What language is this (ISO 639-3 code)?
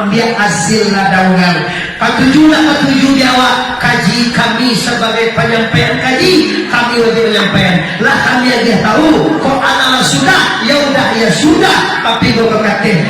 min